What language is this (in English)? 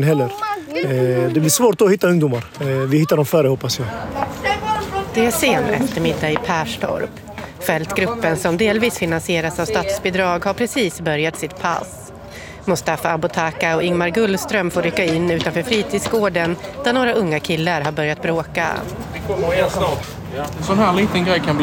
Swedish